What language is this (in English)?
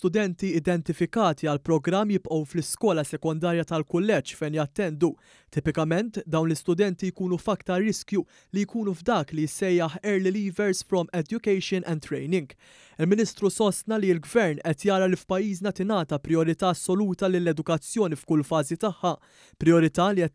Maltese